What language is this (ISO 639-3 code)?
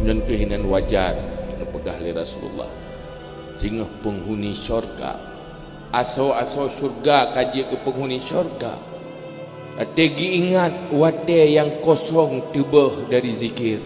ace